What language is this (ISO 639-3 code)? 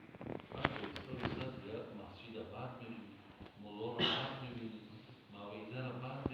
tgk